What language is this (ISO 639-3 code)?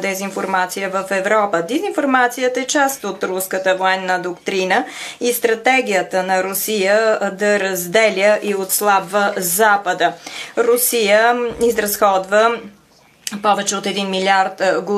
bul